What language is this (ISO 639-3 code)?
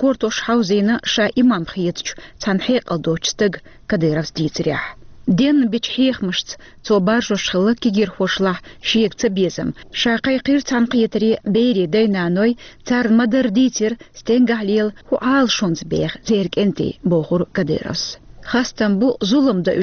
che